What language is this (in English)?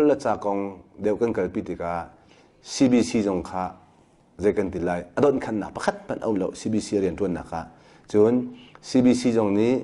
Hakha Chin